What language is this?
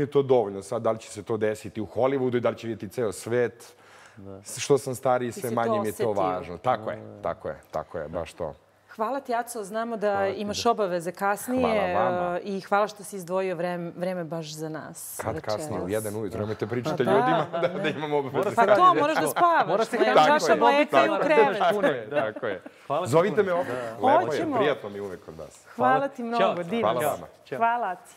Serbian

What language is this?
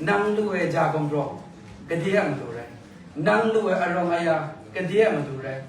Kachin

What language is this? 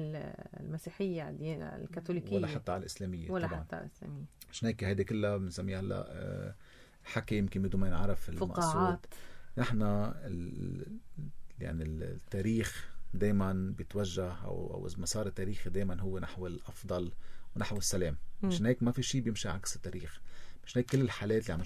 North Levantine Arabic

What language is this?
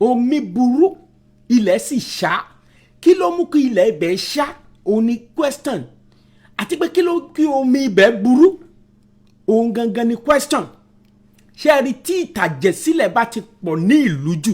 Yoruba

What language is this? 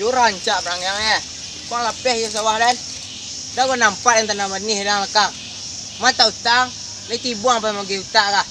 Minangkabau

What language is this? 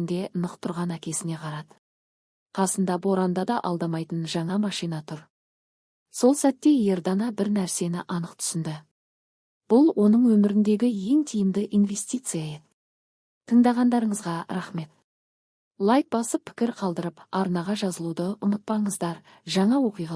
Kazakh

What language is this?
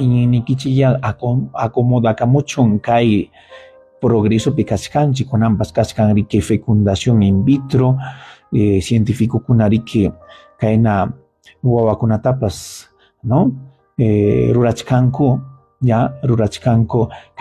Ayacucho Quechua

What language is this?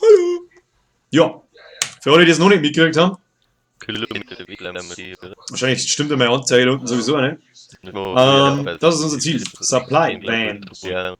Bavarian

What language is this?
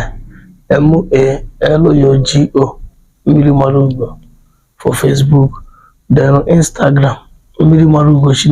Igbo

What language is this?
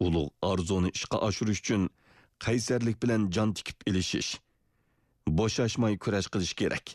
Uyghur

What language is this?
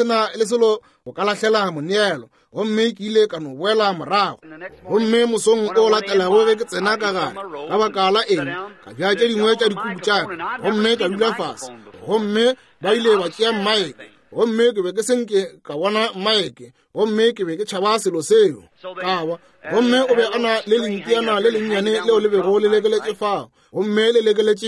Northern Sotho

